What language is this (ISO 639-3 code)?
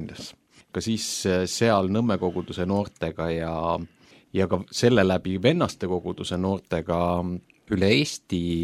est